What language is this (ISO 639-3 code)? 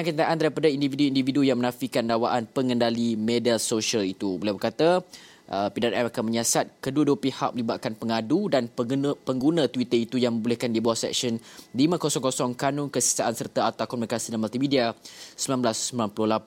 msa